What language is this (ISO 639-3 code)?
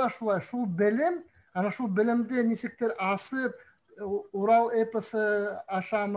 bak